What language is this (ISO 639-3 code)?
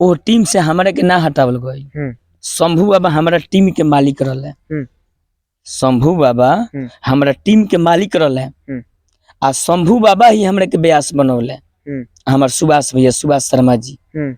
bho